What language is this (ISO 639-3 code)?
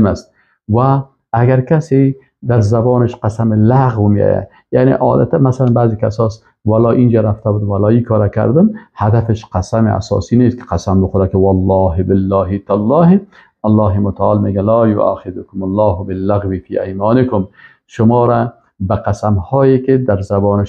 fas